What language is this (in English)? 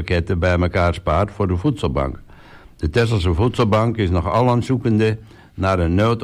Dutch